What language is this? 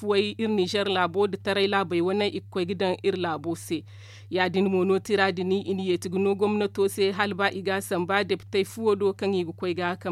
Zarma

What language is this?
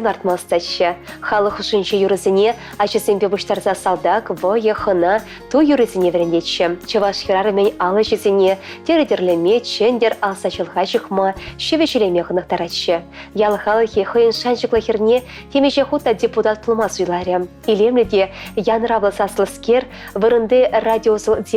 Chuvash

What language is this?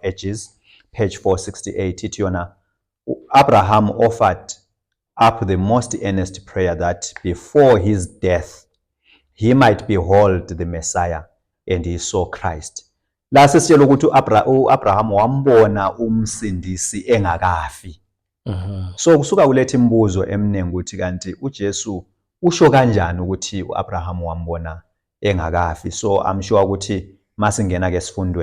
Zulu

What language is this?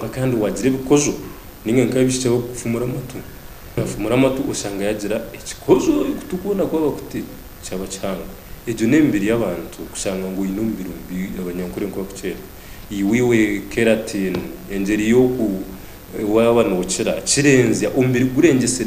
Nyankole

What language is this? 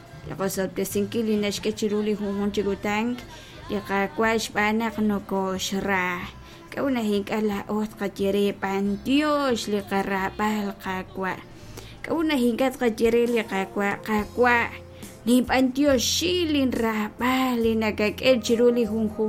Kekchí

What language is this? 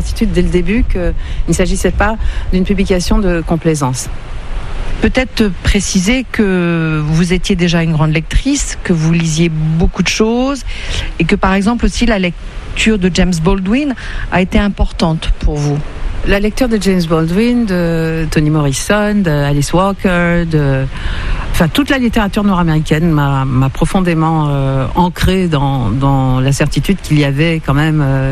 French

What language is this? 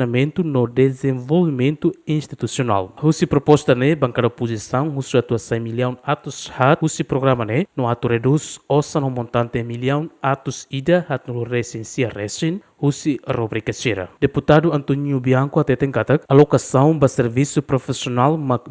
Tetum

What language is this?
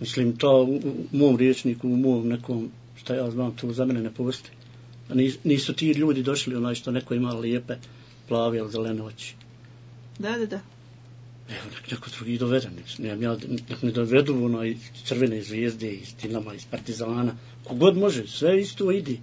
Serbian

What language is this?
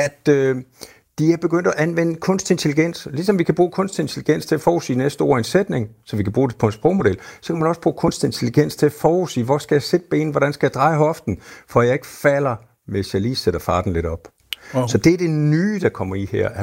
Danish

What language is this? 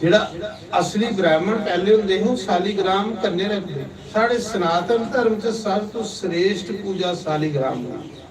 Dogri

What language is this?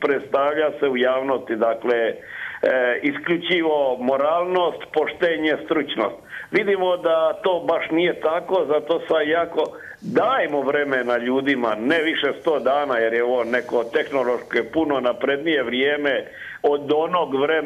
Croatian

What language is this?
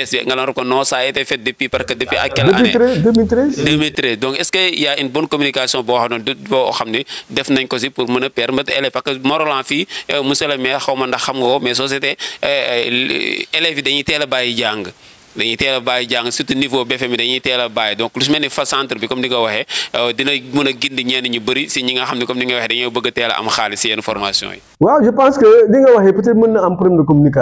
Wolof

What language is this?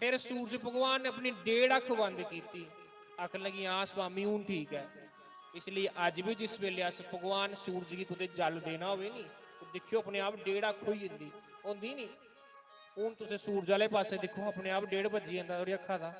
Dogri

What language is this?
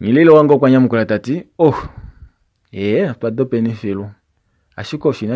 Kuanyama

